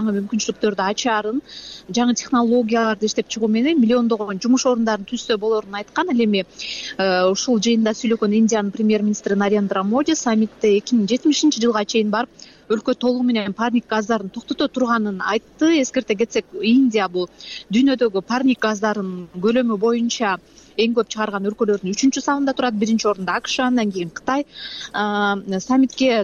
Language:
Kyrgyz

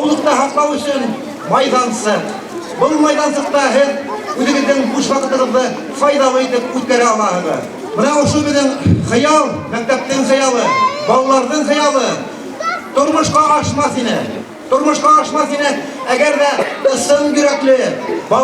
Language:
Bashkir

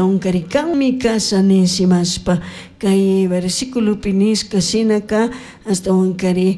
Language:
Chimborazo Highland Quichua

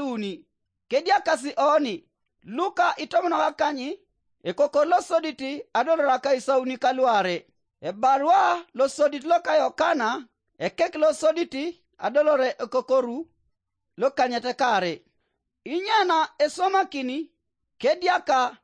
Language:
Teso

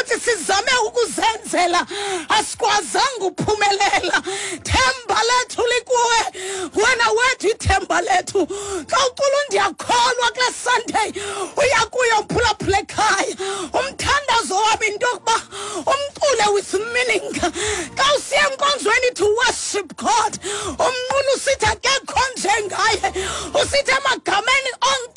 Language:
Xhosa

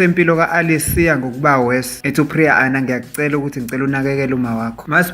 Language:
Zulu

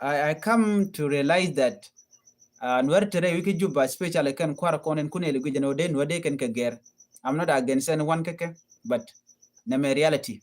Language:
Nuer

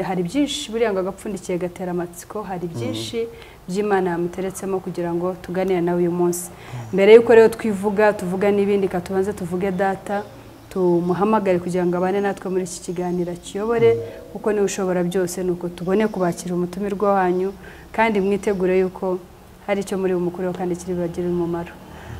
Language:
Kinyarwanda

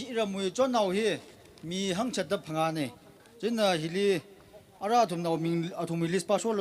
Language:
Tangkhul Naga (India)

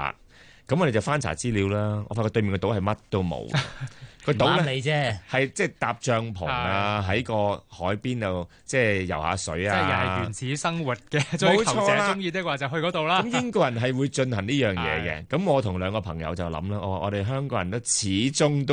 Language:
Cantonese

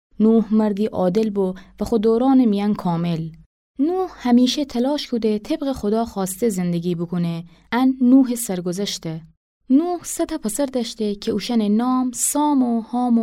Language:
Gilaki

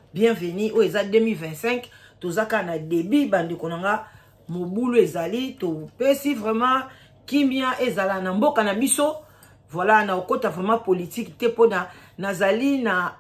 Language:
Lingala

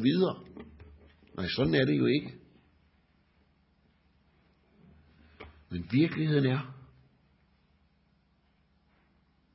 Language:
Danish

